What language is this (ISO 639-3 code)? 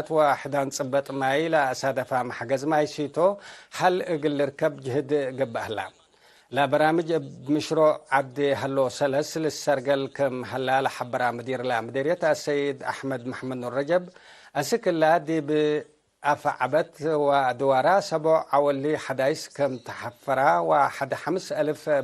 tig